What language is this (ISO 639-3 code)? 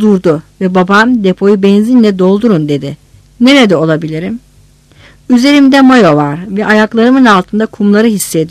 tur